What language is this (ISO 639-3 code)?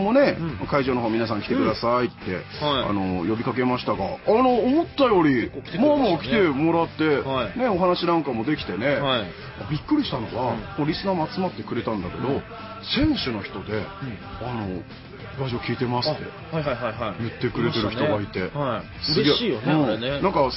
jpn